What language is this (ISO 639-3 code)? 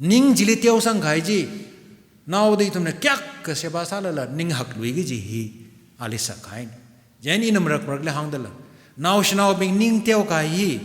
nmf